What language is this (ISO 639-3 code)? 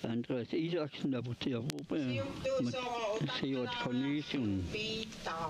kal